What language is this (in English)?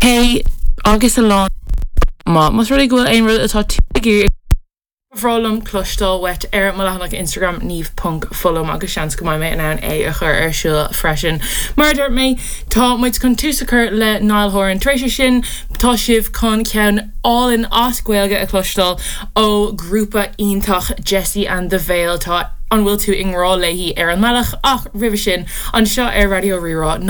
Irish